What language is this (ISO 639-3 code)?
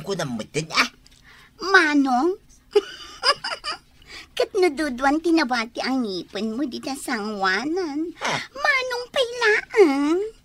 ilo